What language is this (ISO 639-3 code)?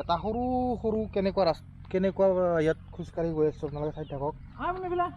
asm